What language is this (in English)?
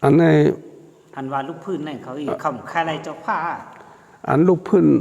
Shan